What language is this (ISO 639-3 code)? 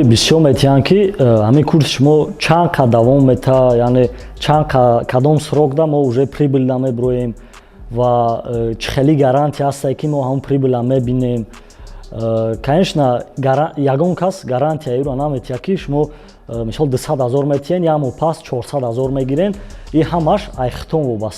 tgk